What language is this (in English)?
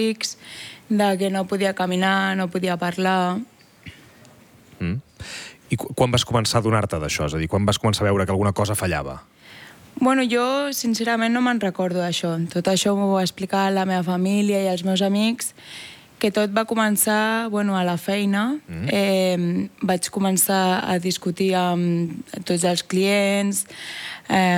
Catalan